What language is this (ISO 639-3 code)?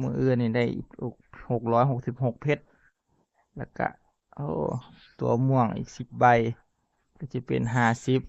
tts